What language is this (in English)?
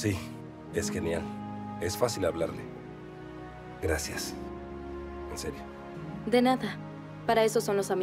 Spanish